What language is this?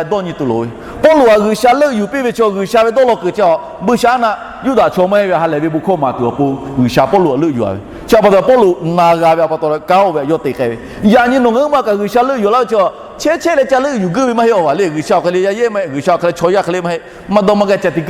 Lahu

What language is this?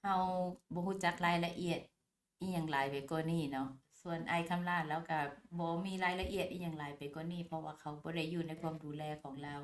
Lao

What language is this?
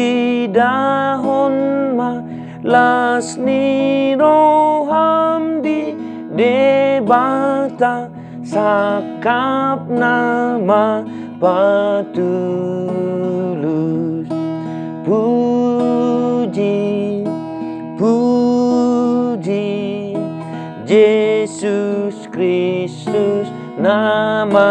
Batak Toba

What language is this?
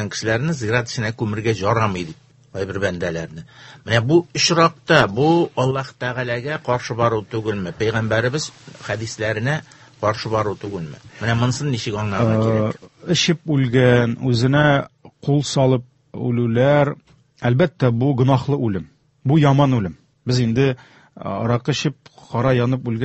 Tatar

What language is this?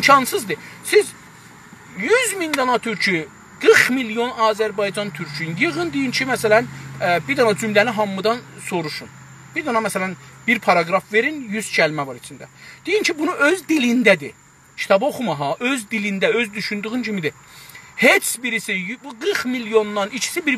South Azerbaijani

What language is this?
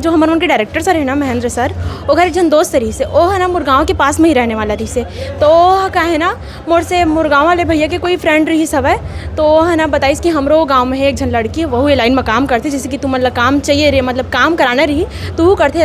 Chhattisgarhi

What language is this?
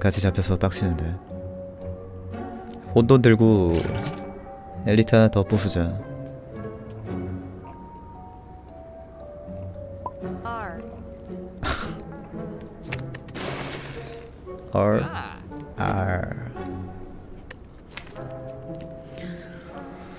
Korean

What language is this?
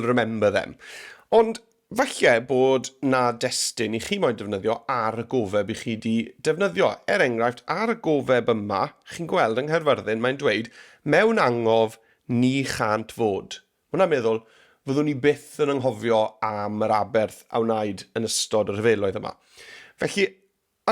Welsh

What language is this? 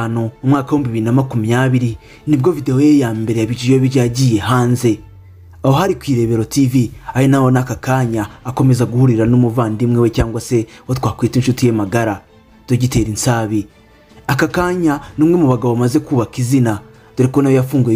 Kinyarwanda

